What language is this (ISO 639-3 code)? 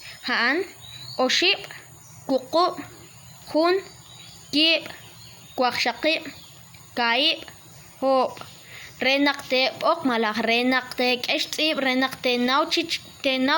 kek